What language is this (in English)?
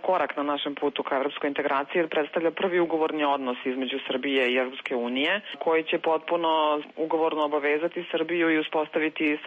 Serbian